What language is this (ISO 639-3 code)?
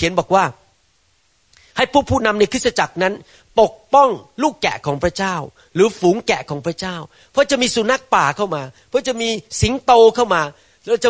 tha